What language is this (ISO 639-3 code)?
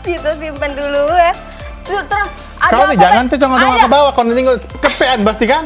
mui